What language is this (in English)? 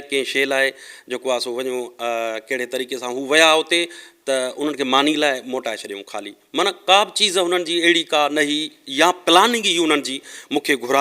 Sindhi